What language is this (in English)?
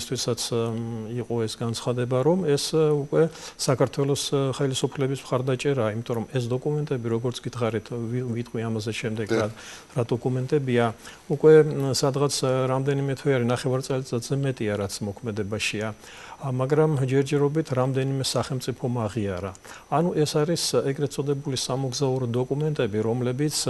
Georgian